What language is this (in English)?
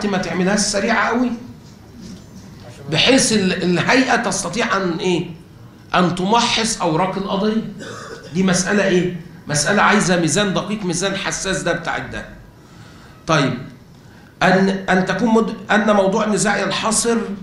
Egyptian Arabic